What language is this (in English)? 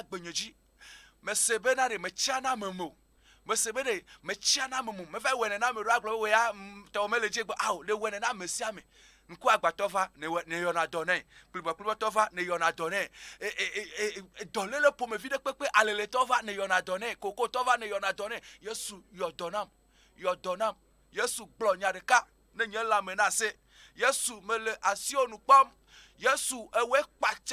Ewe